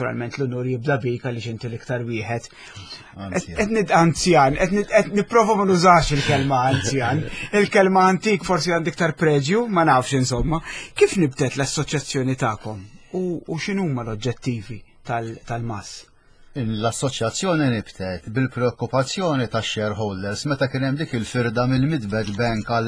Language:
Maltese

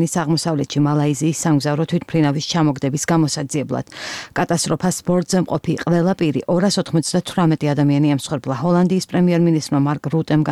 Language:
Georgian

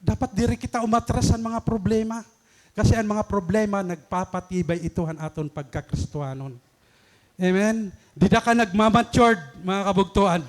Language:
Waray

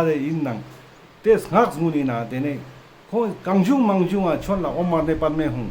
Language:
Ladakhi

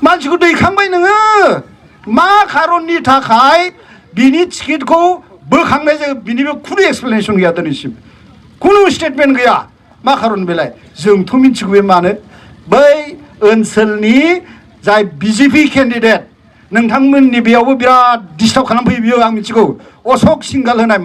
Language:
Bodo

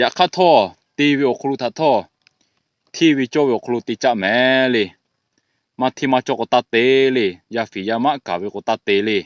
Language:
Lahu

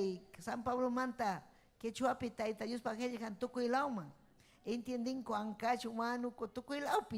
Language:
Ayacucho Quechua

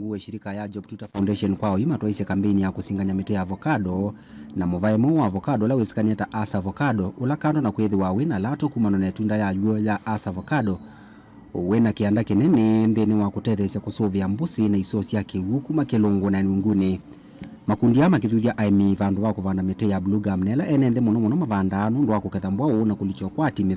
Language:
Kamba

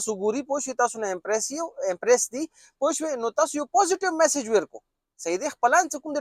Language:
Pashto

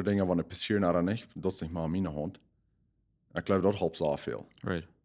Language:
Plautdietsch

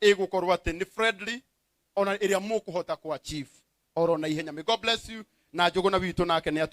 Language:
Kikuyu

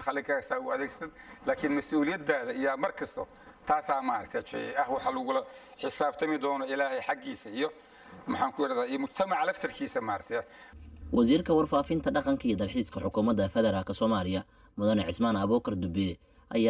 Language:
Somali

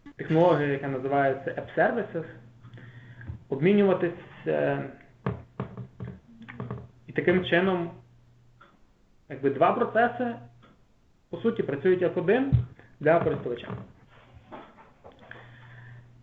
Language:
Ukrainian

